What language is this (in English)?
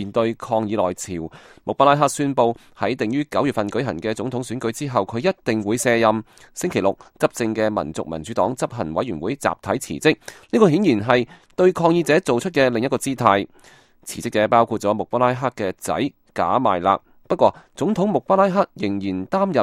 Cantonese